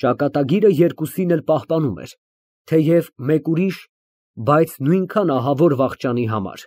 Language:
Armenian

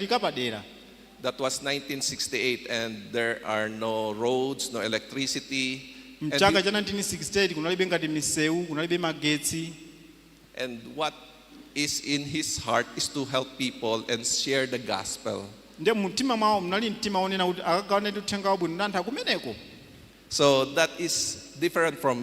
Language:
Nyanja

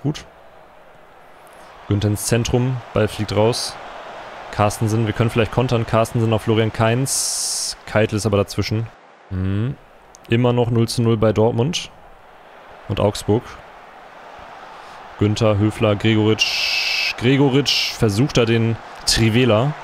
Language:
German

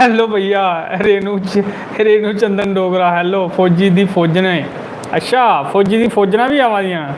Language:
Dogri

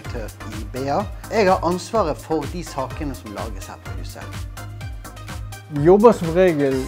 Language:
Norwegian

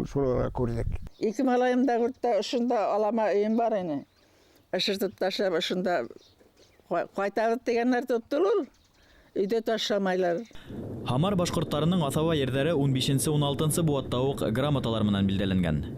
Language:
Bashkir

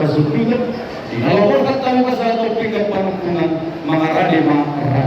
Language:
Batak Toba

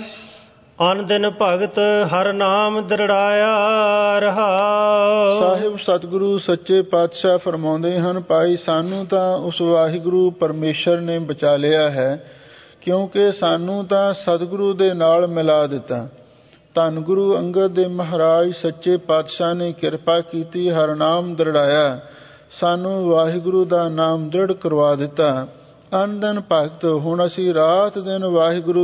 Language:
Punjabi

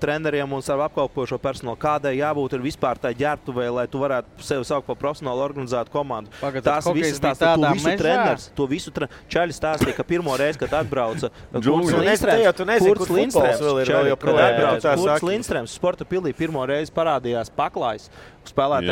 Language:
Latvian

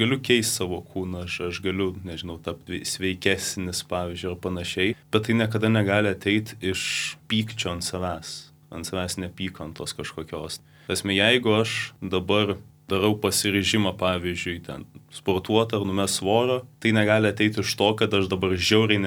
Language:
Lithuanian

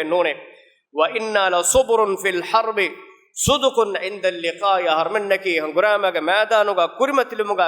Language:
Divehi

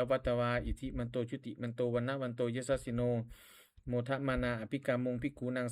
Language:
Pali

